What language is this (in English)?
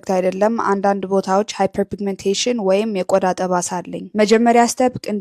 Amharic